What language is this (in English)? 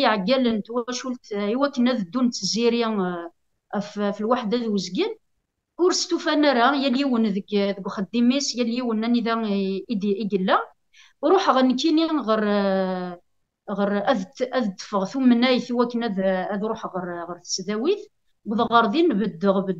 Kabyle